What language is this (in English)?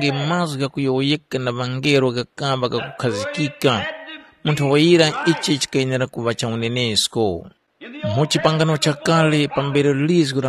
Tumbuka